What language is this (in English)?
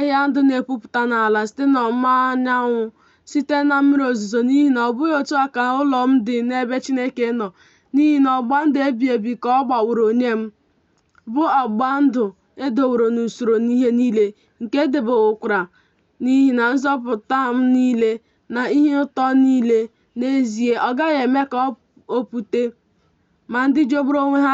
Igbo